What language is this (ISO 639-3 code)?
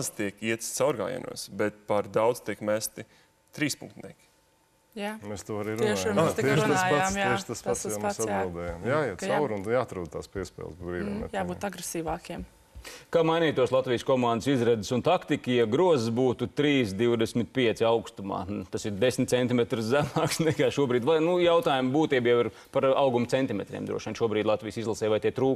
lav